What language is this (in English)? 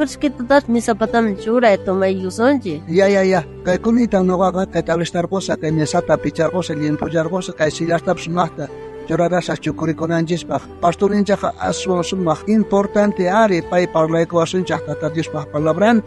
South Bolivian Quechua